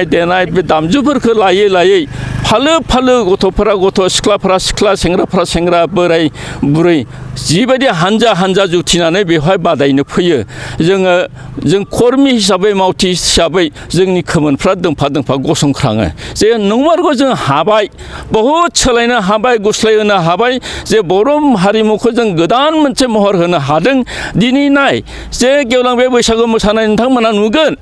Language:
Bodo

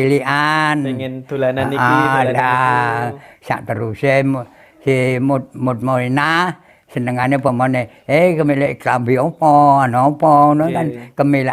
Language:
Javanese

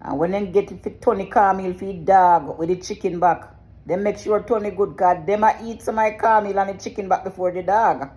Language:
Jamaican Creole English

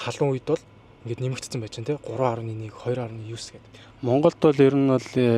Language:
Mongolian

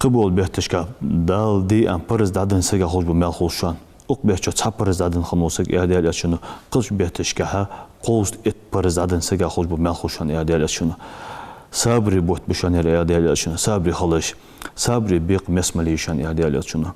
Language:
Ingush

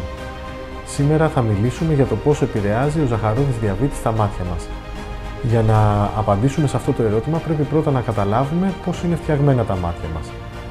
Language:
Greek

